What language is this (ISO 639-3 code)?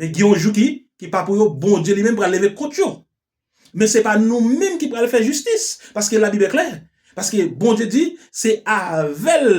hat